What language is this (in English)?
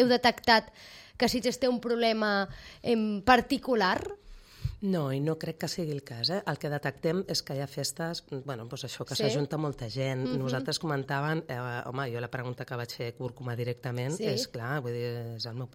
Catalan